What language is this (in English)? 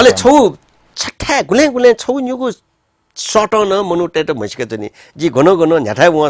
Newari